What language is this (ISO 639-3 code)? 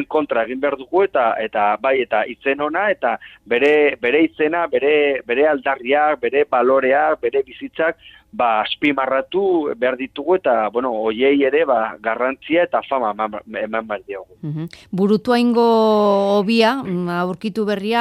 eus